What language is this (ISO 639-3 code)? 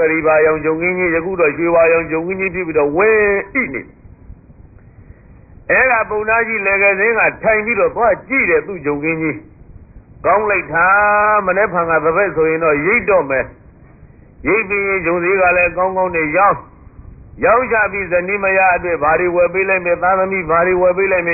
mya